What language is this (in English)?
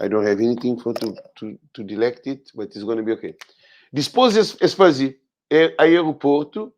Kabuverdianu